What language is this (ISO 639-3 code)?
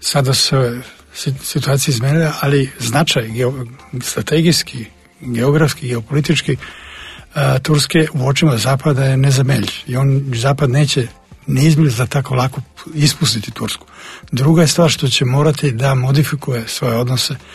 srp